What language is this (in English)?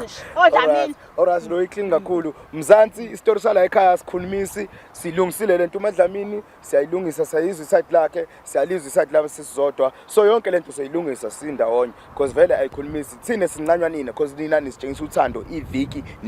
Zulu